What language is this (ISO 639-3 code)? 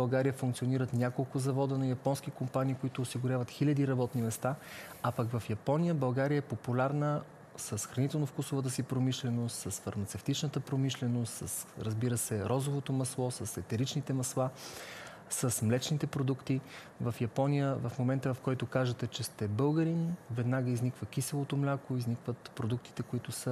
bul